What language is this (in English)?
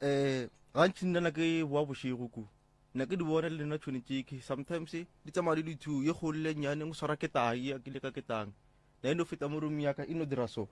Northern Sotho